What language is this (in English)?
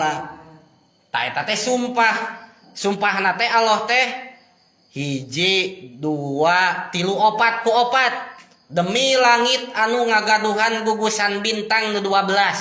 Sundanese